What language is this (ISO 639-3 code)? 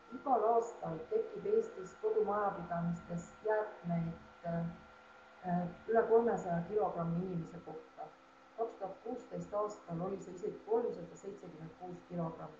est